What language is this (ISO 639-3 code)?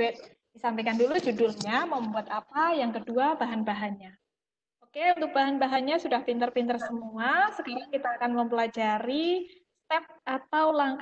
ind